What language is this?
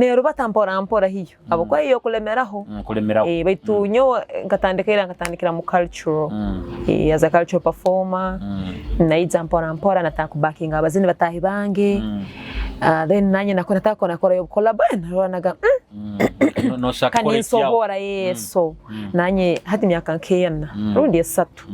Nyoro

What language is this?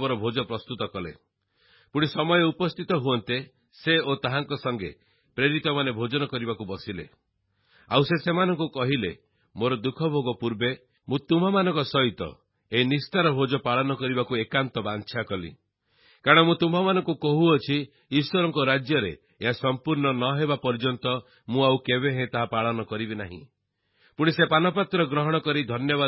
Odia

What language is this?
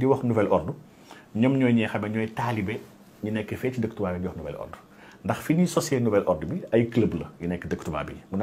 Wolof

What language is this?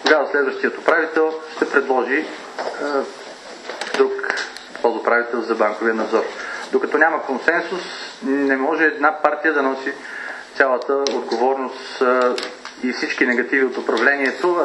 Bulgarian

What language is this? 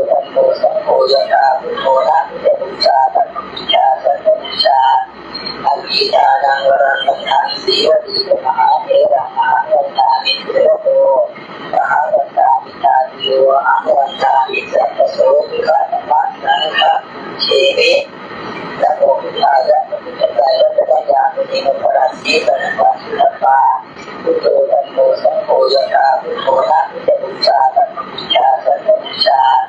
Pali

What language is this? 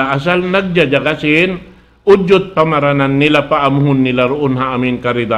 Tausug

